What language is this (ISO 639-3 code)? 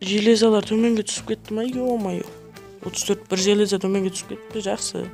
kaa